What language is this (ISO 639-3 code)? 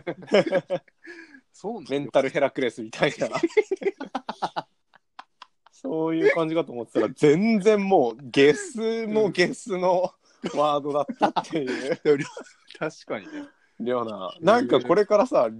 jpn